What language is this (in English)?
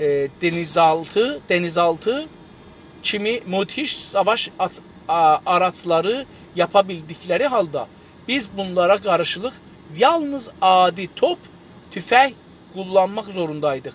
South Azerbaijani